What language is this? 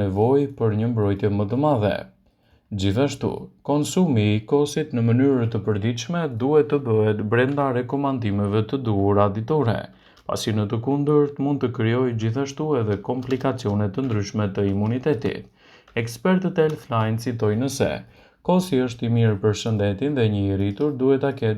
Albanian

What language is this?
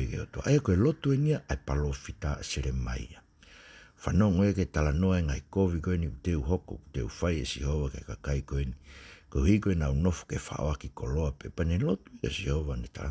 Tongan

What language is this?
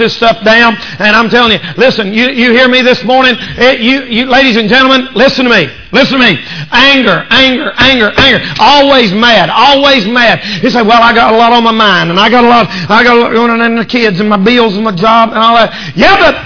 English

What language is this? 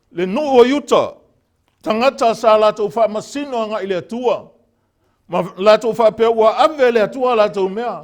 Samoan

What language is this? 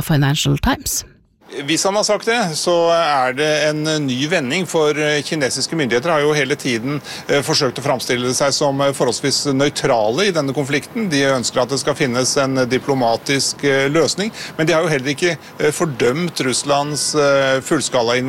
Norwegian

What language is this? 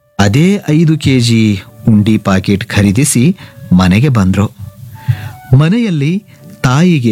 Kannada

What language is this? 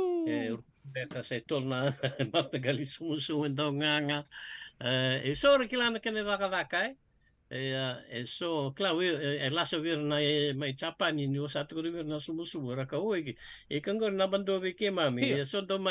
Fijian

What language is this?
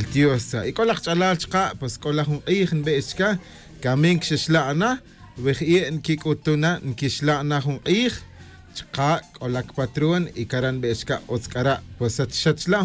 Kaqchikel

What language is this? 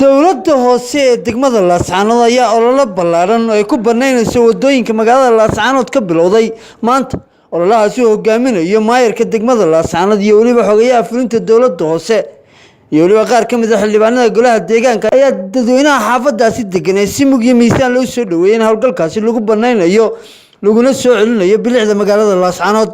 Somali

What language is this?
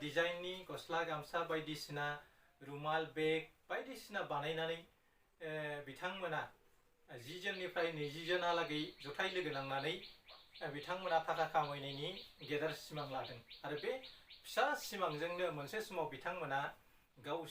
Bodo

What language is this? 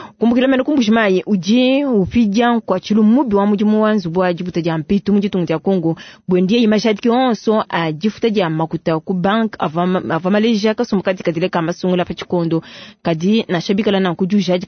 Luba-Lulua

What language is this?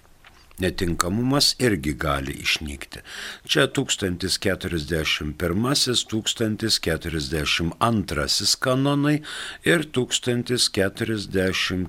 Lithuanian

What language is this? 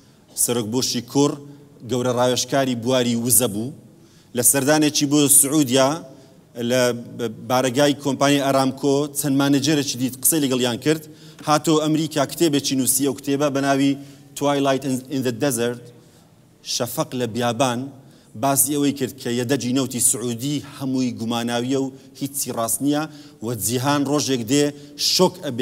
Central Kurdish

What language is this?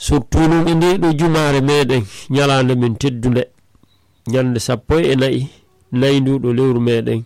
Fula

